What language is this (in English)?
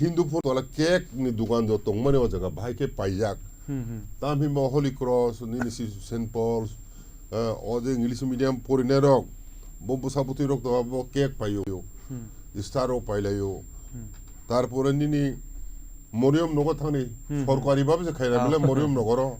Kok Borok